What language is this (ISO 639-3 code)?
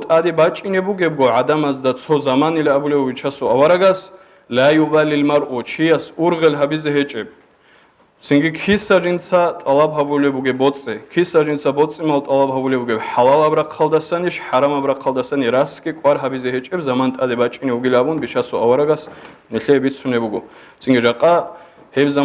ava